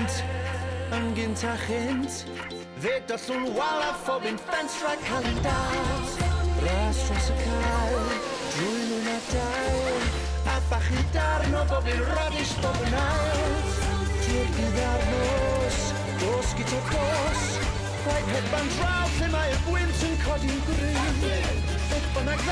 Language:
Welsh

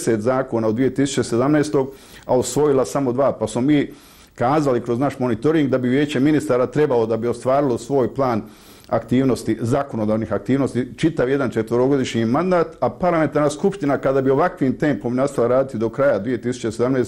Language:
Bosnian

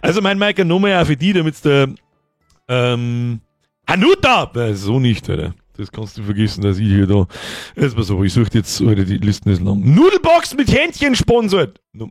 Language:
Bavarian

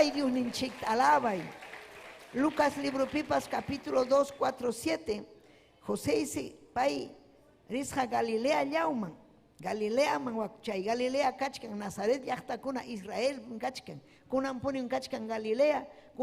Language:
Ayacucho Quechua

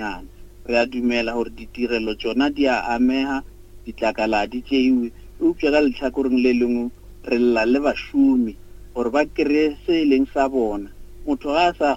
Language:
Northern Sotho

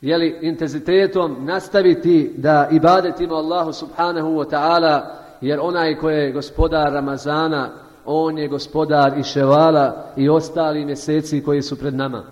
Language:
Bosnian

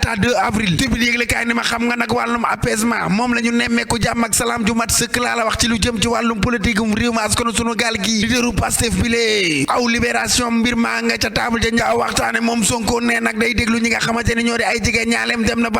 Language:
Wolof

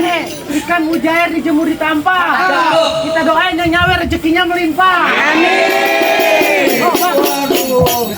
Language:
Betawi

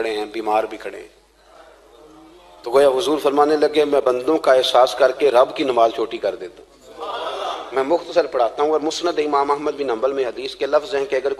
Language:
Urdu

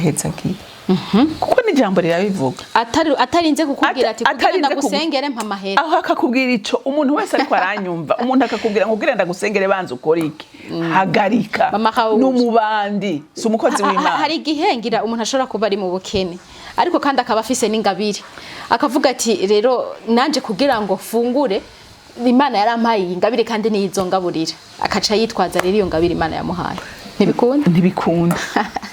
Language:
Rundi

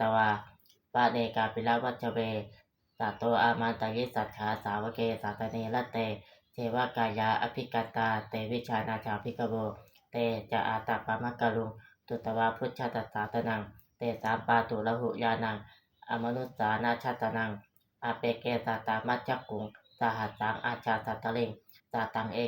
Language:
Pali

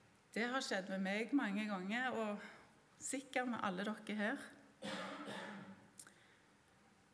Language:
Norwegian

